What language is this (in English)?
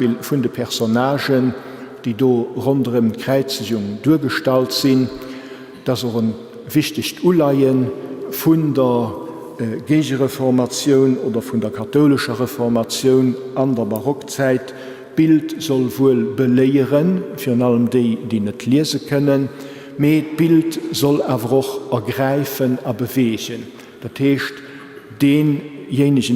Luxembourgish